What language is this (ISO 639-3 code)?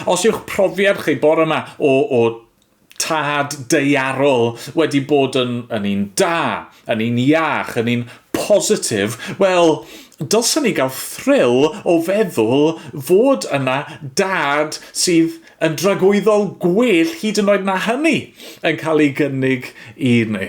cym